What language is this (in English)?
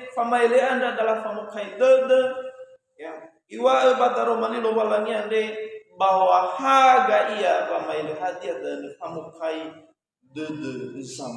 Nias